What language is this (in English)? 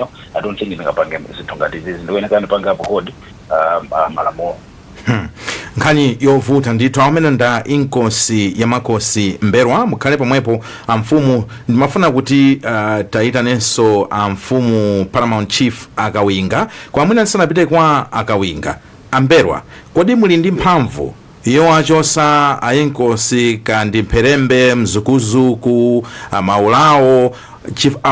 Nyanja